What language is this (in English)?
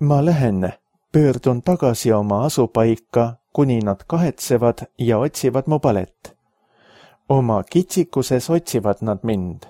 Estonian